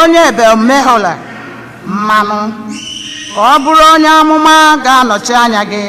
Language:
Igbo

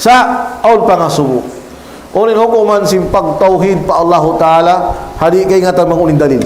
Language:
Tausug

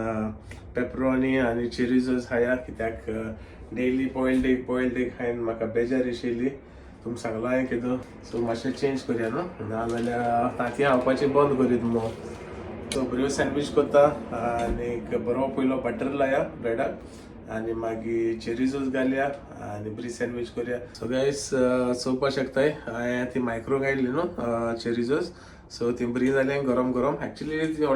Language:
Konkani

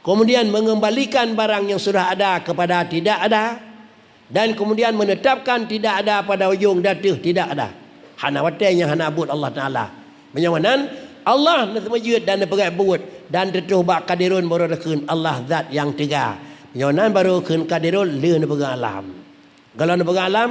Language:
Achinese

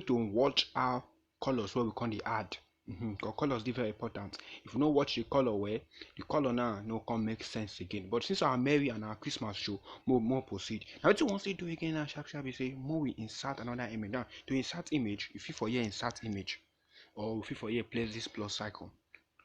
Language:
Nigerian Pidgin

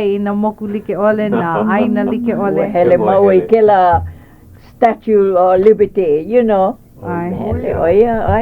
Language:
Hawaiian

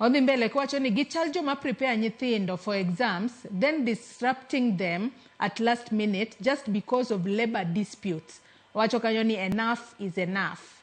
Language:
Luo (Kenya and Tanzania)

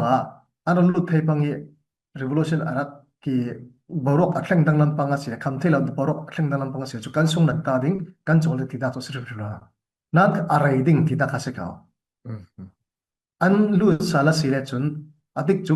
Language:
Falam Chin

